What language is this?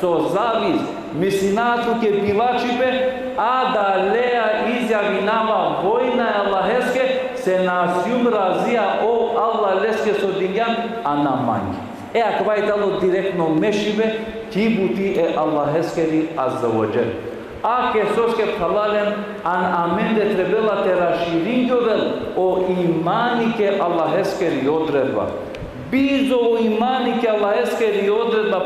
Balkan Romani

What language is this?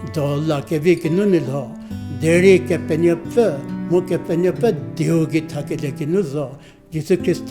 Angami Naga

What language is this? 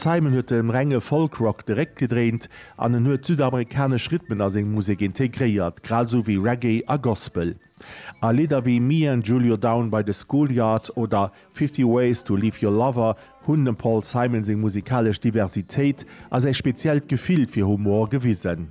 Luxembourgish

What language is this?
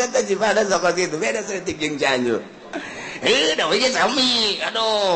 Sundanese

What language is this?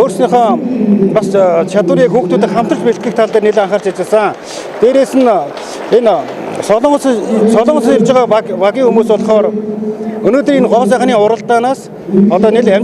Mongolian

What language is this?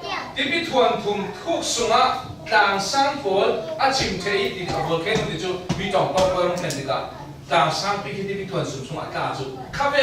Falam Chin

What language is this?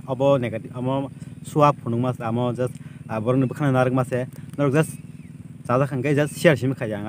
Kok Borok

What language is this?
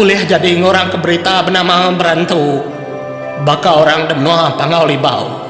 Iban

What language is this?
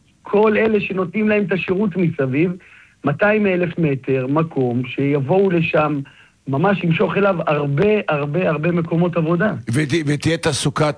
Hebrew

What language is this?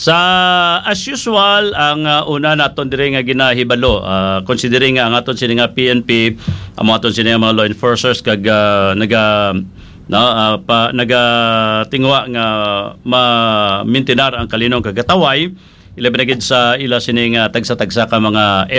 Hiligaynon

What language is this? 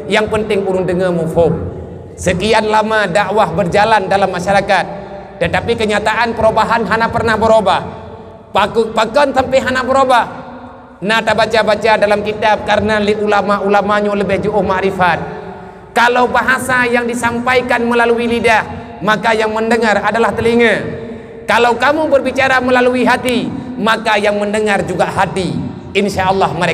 Achinese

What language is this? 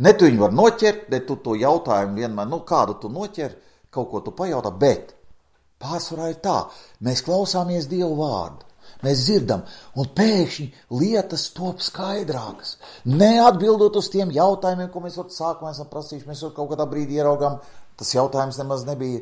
Latvian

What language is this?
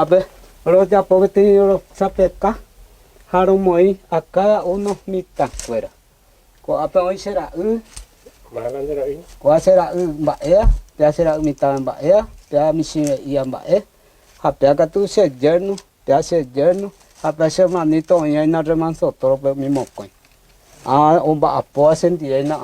Guarani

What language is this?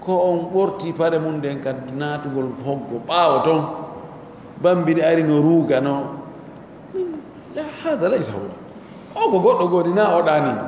Pular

